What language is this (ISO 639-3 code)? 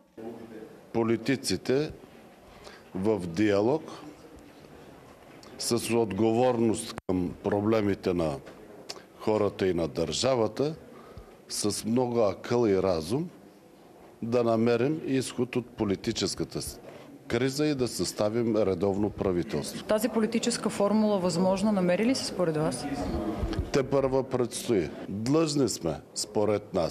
bul